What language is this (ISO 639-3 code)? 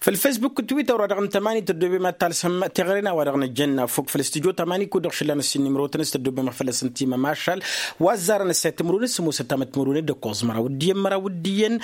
taq